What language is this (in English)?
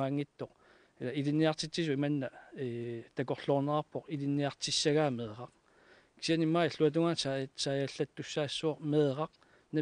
Kalaallisut